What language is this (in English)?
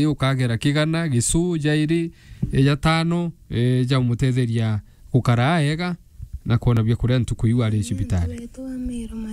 Meru